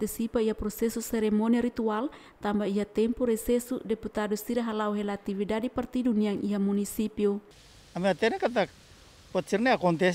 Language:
Tetum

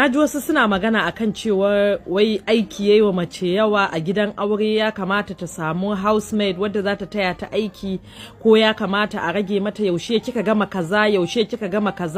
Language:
Hausa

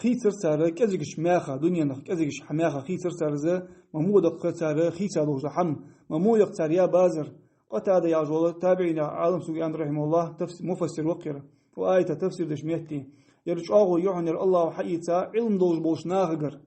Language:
Ingush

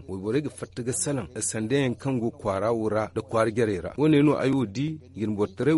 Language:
Zarma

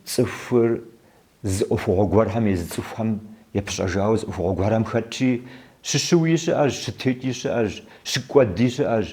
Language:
Kabardian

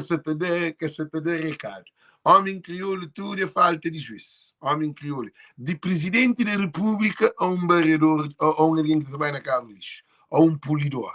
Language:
Kabuverdianu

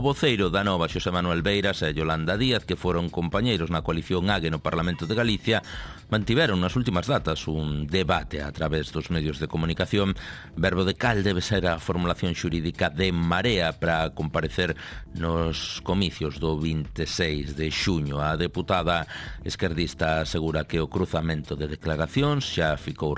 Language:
Galician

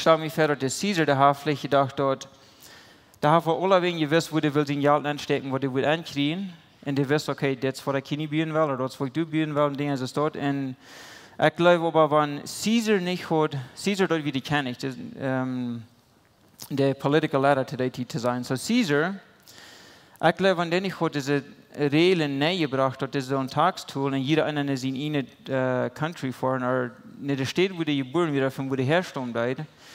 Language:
Plautdietsch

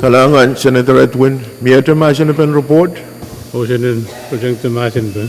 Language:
Pohnpeian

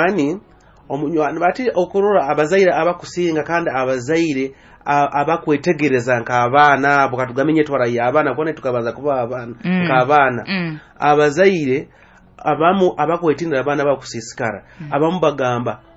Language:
Nyoro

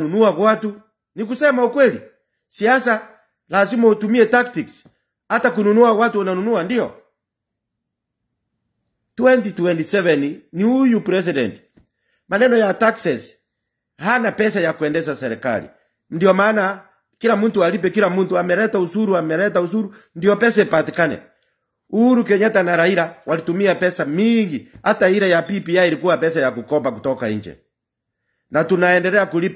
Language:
Swahili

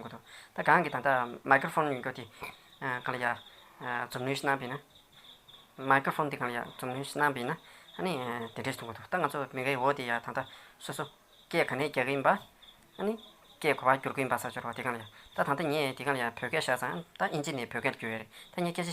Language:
Tibetan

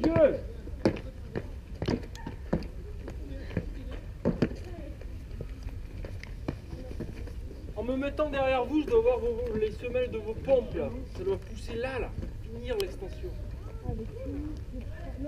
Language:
French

